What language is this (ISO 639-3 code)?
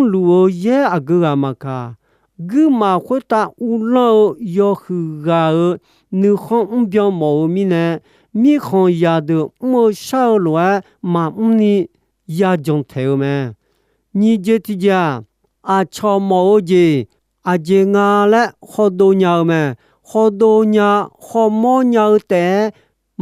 ahk